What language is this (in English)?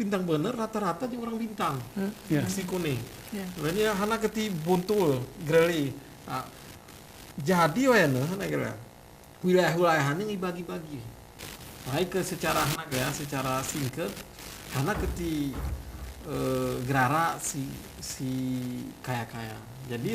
Gayo